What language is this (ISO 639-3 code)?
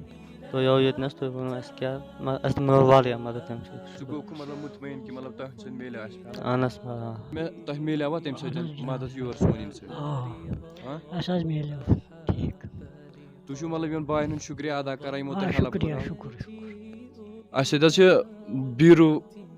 kas